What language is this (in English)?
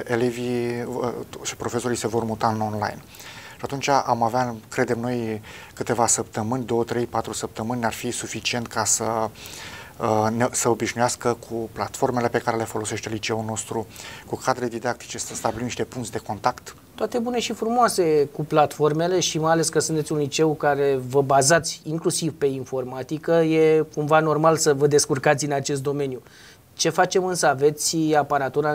Romanian